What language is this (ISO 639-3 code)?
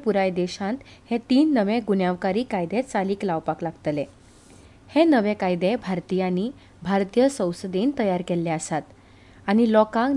kok